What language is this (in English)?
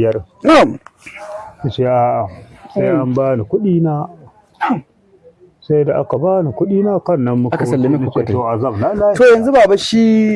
Hausa